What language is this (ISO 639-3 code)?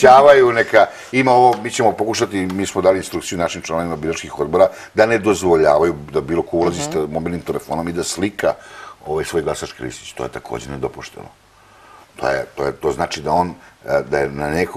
srp